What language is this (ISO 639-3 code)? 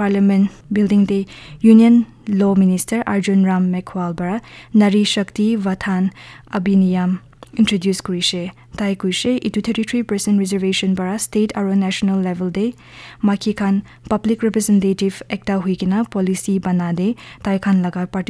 nag